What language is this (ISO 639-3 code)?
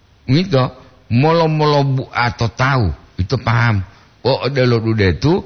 gor